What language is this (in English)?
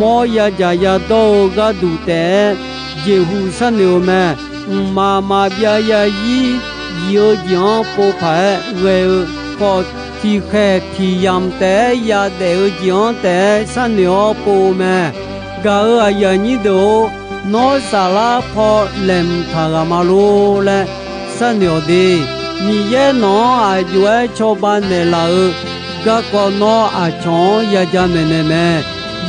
Akha